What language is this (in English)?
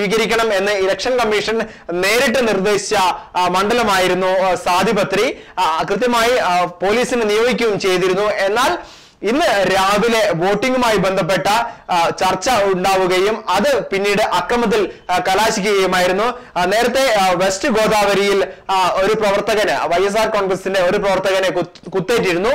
Malayalam